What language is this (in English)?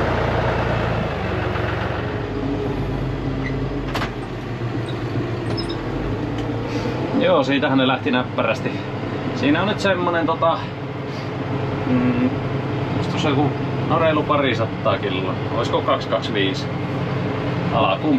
Finnish